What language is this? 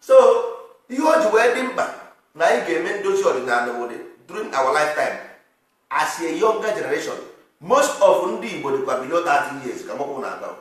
Igbo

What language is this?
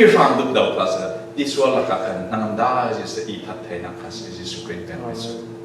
Falam Chin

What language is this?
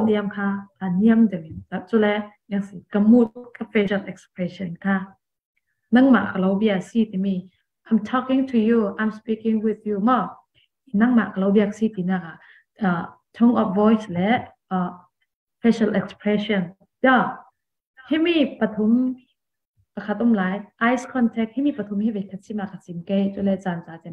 Falam Chin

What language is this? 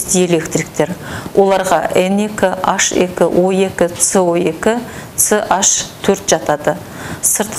Kazakh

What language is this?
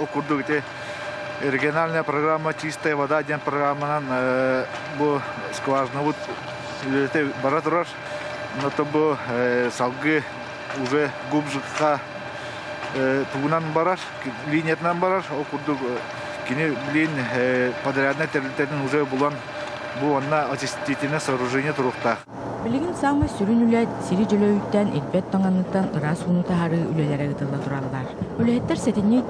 Yakut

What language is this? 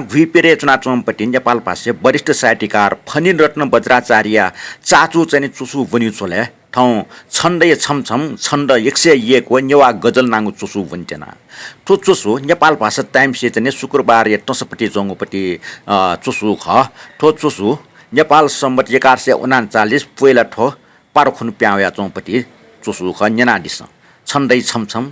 Newari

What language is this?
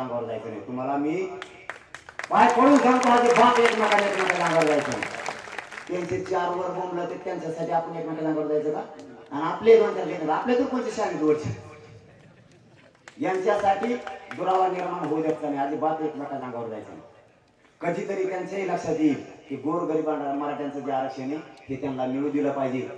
Marathi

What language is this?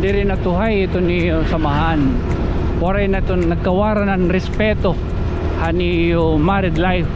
Waray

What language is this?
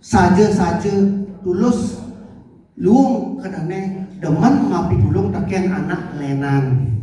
Balinese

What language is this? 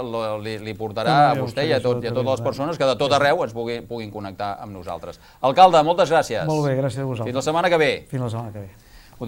Catalan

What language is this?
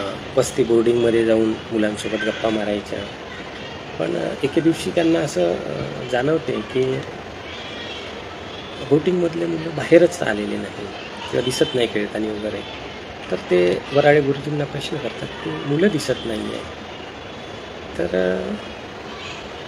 Marathi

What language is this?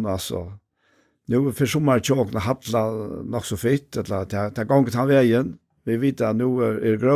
Faroese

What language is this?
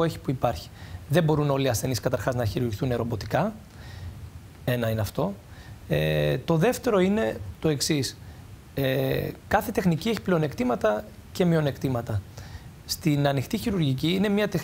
Greek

